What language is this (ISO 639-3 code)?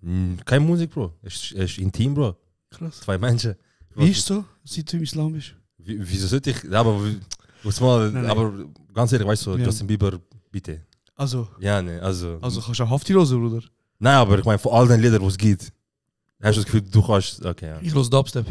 gsw